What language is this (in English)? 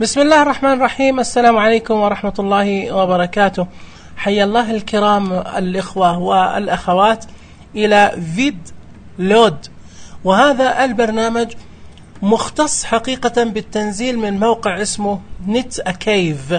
Najdi Arabic